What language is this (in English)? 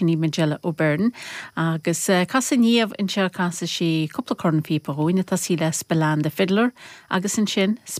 Irish